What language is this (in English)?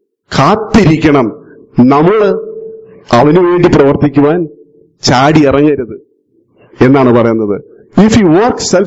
Malayalam